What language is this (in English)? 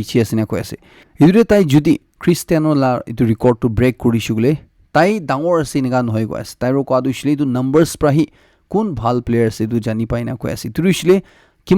Naga Pidgin